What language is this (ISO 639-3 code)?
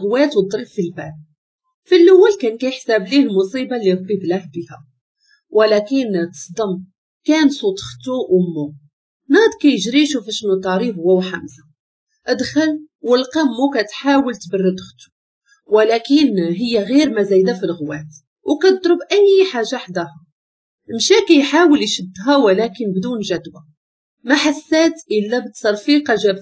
ary